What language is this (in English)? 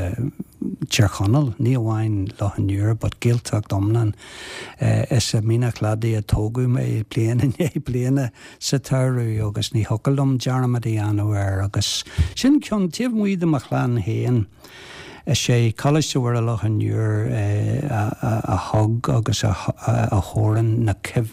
Irish